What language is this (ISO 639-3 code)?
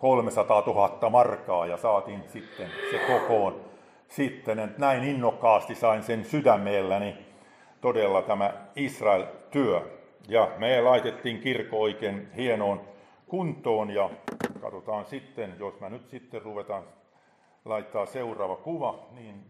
fin